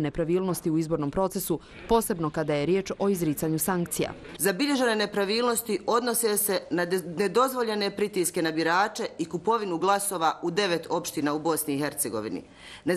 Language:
Bosnian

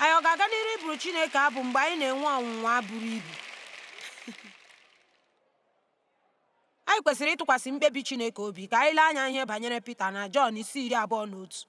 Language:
Igbo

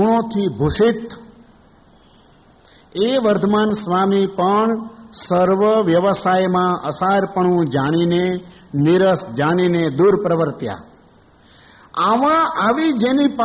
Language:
Gujarati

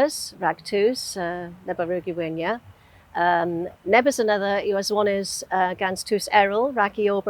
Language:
Cornish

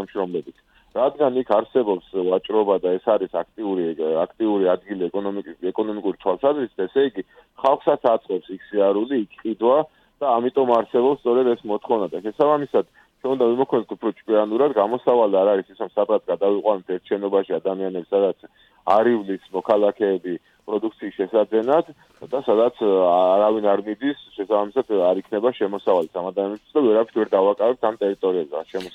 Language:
Georgian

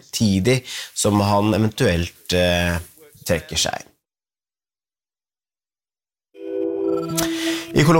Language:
Norwegian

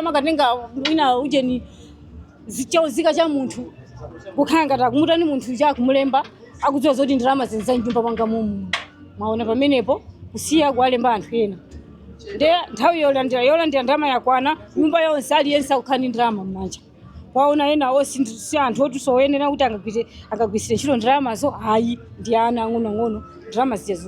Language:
Nyanja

